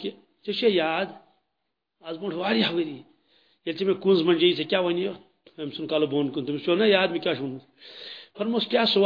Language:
Kashmiri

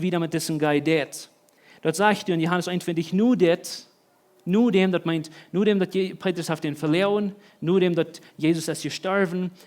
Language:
Plautdietsch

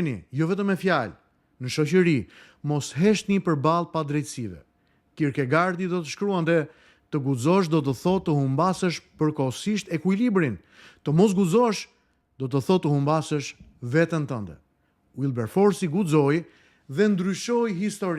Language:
Albanian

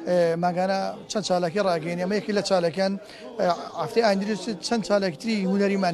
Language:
Central Kurdish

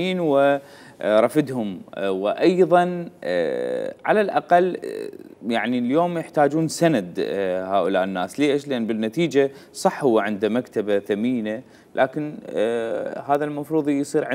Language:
Mesopotamian Arabic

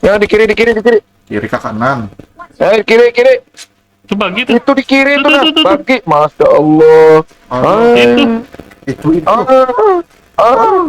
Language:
Banjar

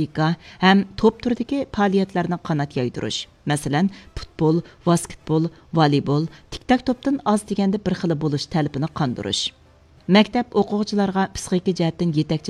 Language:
Uyghur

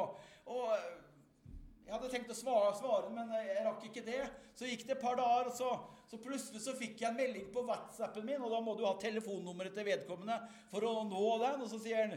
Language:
Norwegian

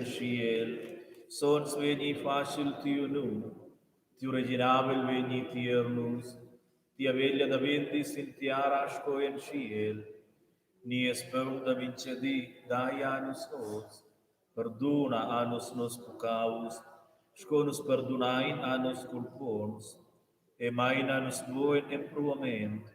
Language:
Romansh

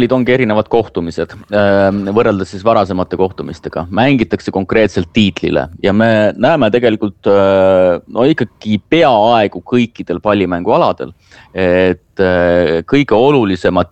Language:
Estonian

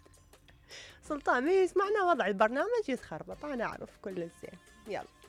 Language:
Mesopotamian Arabic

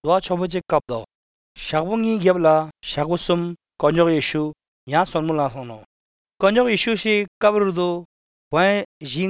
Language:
Hindi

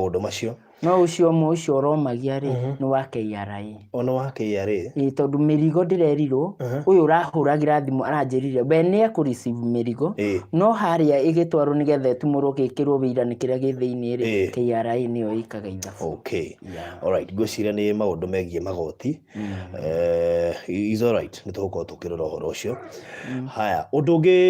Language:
Kikuyu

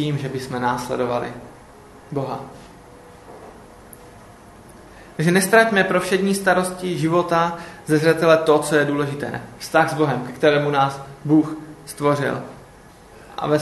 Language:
Czech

